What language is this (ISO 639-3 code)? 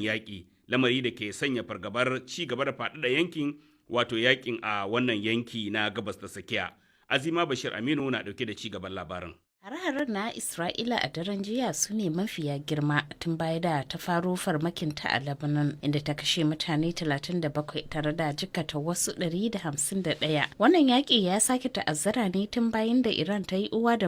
hau